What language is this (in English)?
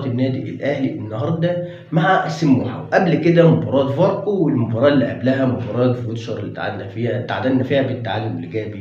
Egyptian Arabic